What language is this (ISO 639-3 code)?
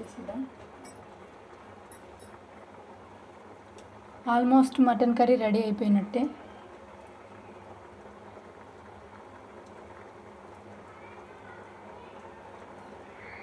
tel